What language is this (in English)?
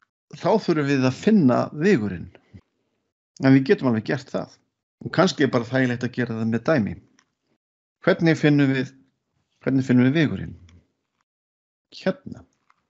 Icelandic